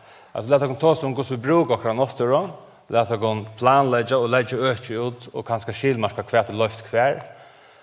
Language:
Faroese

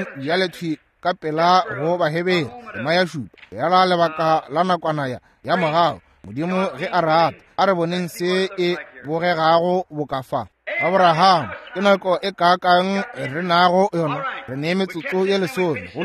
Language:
Northern Sotho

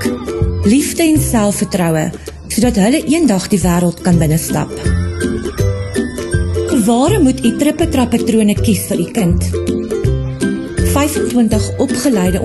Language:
Afrikaans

